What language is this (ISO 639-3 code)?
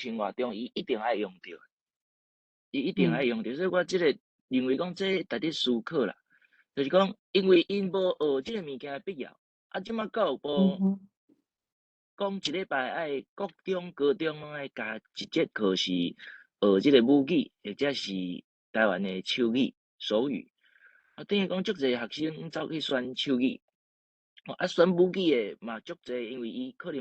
nan